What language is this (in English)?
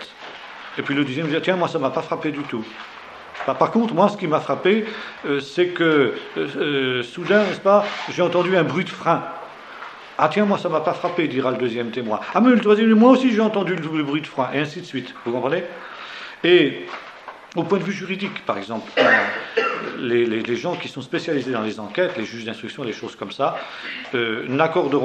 French